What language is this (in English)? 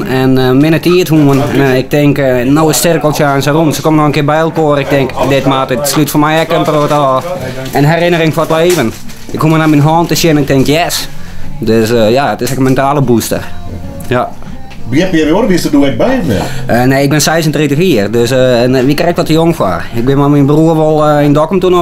Western Frisian